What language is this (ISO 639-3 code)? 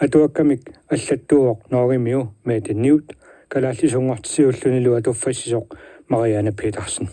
kal